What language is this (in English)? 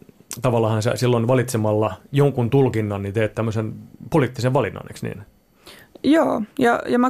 Finnish